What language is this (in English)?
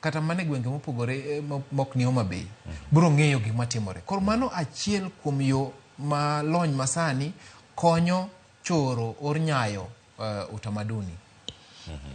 Luo (Kenya and Tanzania)